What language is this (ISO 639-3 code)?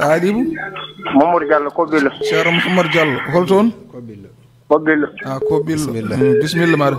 ful